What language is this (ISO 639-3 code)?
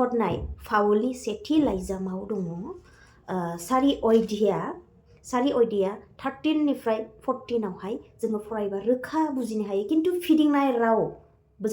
brx